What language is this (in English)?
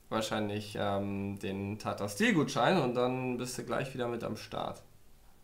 German